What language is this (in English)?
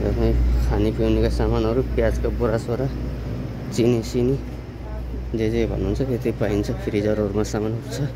Nepali